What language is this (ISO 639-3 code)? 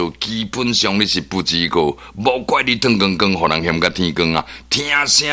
nan